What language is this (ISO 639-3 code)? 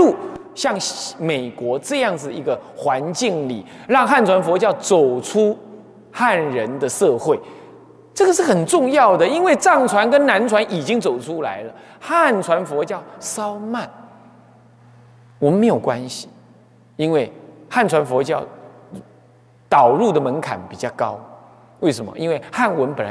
zho